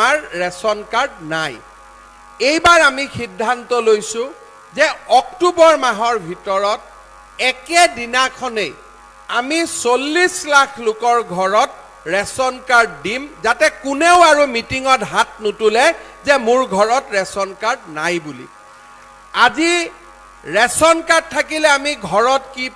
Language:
Assamese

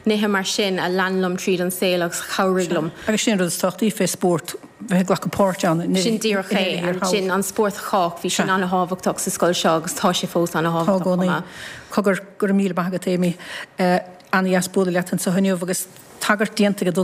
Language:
Irish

